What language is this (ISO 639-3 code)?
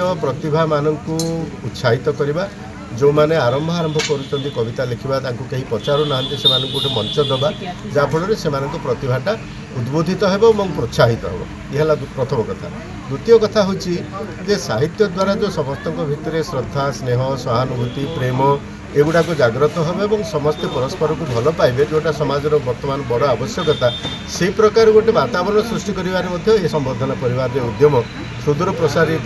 ori